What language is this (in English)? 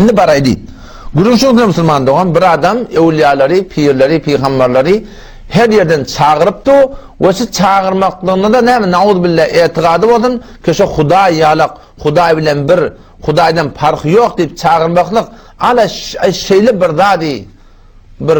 Turkmen